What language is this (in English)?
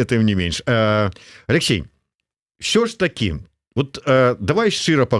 Belarusian